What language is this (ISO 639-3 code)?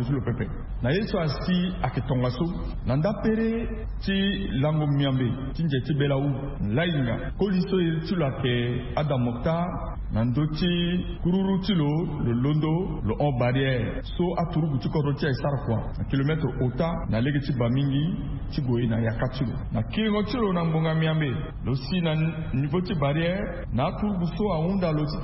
sag